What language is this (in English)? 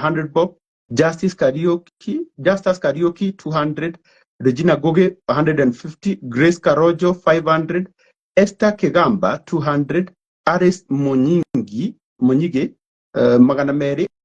Kikuyu